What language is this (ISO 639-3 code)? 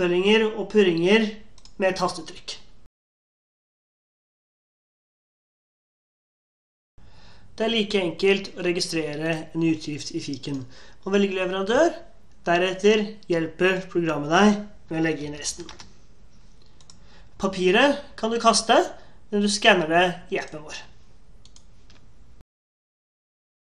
nor